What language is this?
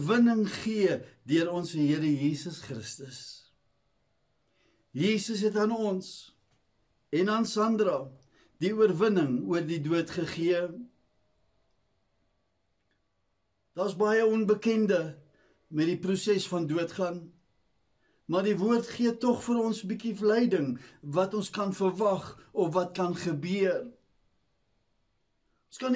Afrikaans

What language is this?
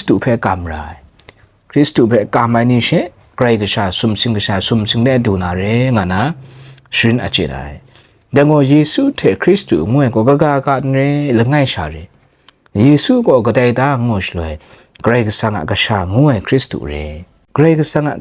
Kachin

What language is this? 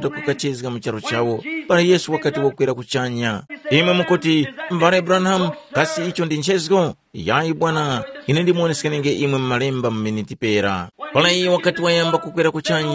Tumbuka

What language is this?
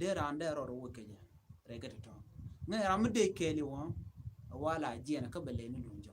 Nuer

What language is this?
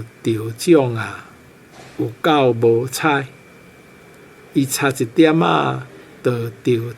Min Nan Chinese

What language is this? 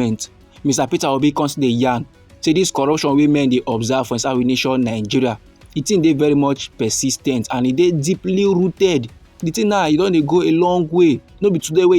Nigerian Pidgin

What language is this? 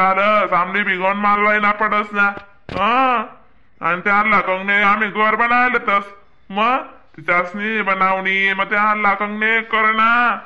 Khandesi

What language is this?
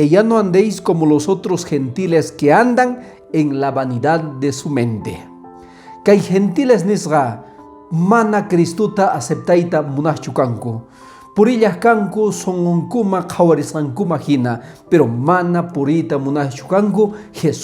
Quechua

